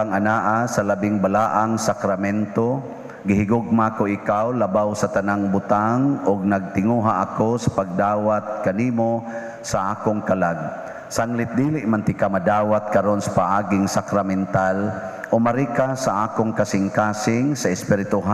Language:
Cebuano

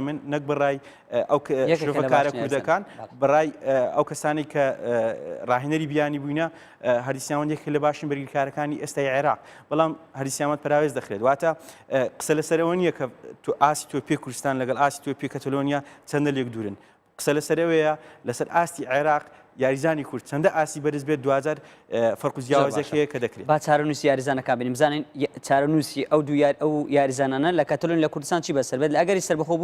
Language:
Central Kurdish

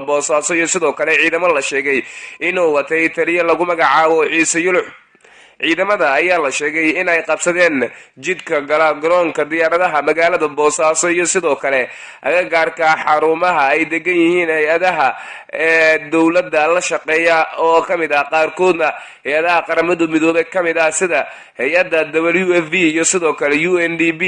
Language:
Somali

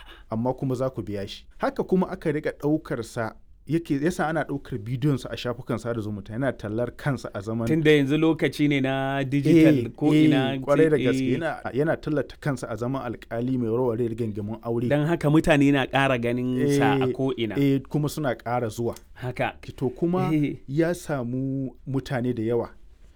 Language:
Hausa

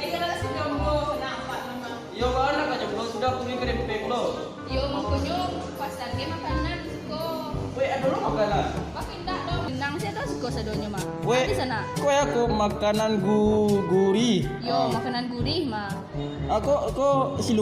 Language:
Minangkabau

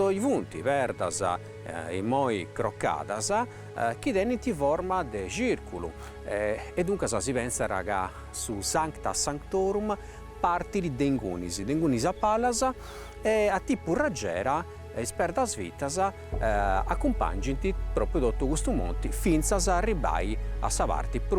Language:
Sardinian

